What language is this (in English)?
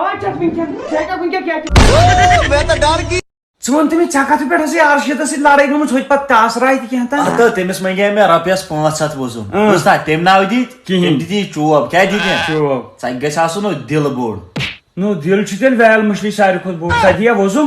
Kashmiri